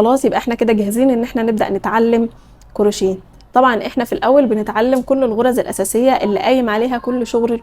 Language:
Egyptian Arabic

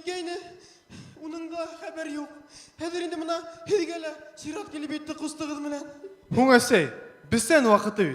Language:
Bashkir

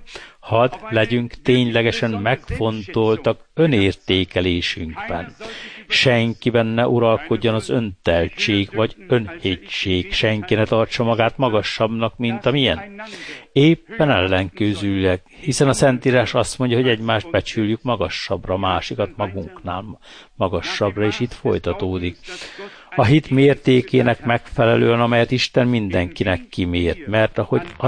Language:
Hungarian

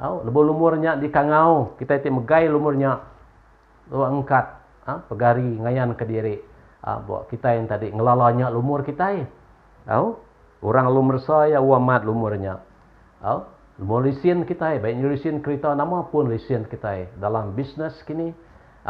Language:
Iban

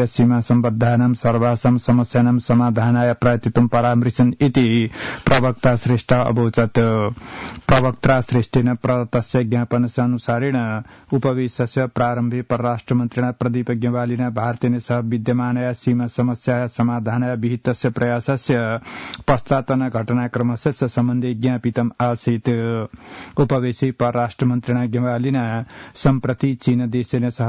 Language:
Sanskrit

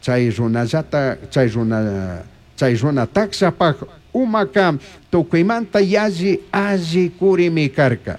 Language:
Chimborazo Highland Quichua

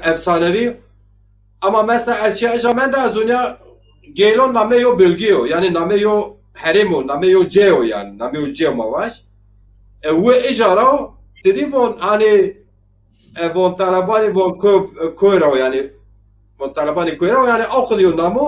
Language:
Zaza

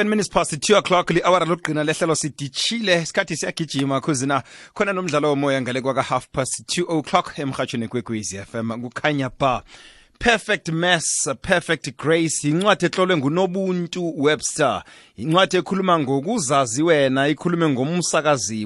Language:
South Ndebele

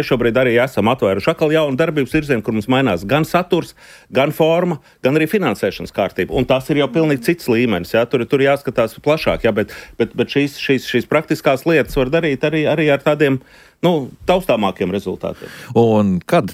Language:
Latvian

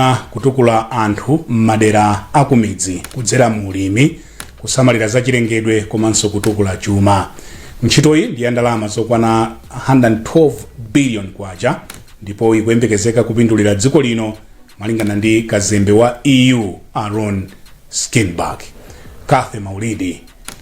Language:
Nyanja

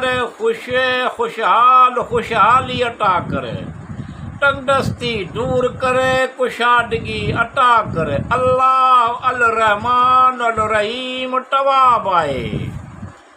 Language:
Sindhi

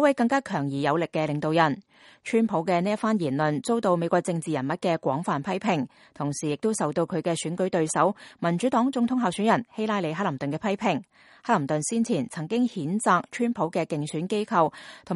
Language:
Cantonese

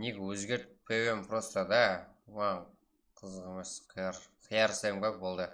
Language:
Kara-Kalpak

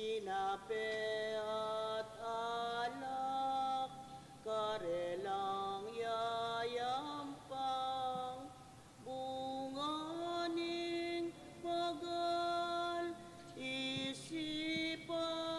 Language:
Pampanga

